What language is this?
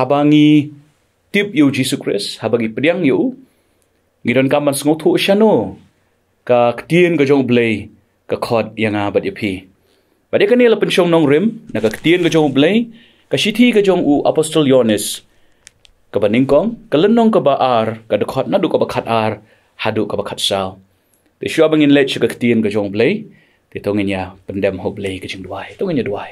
Khasi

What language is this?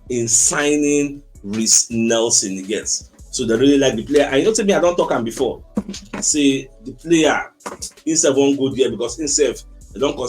Nigerian Pidgin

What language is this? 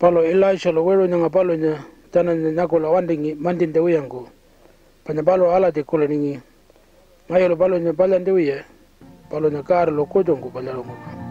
Pitjantjatjara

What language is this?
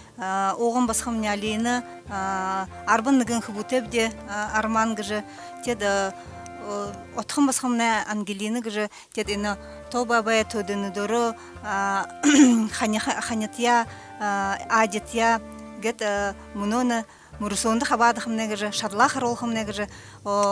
Buriat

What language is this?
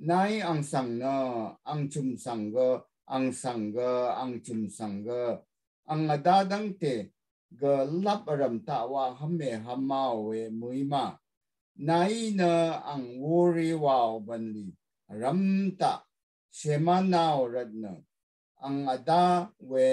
Rawang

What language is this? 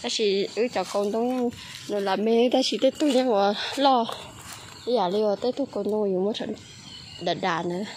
Hmong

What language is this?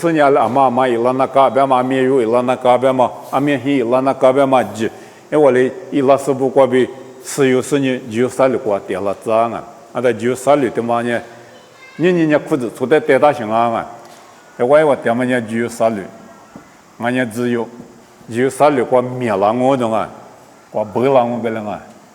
Lisu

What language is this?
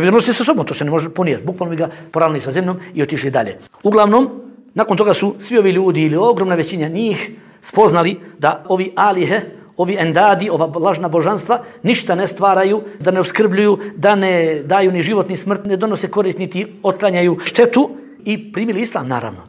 Bosnian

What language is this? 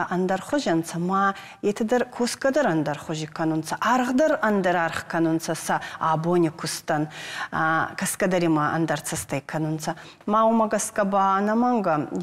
Ossetic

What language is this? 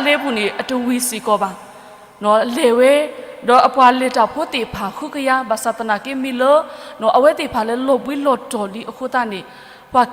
S'gaw Karen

